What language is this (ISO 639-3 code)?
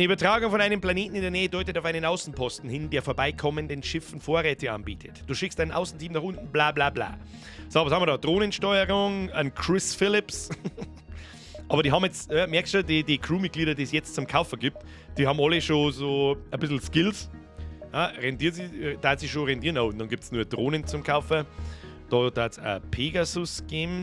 bar